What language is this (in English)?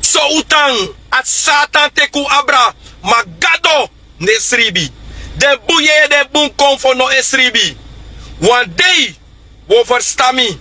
Sranan Tongo